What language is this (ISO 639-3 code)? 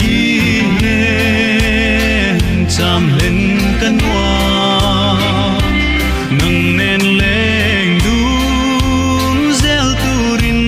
hmr